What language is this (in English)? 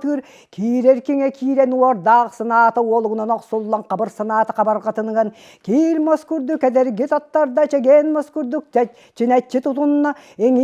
Yakut